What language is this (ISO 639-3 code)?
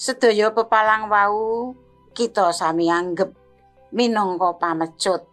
jav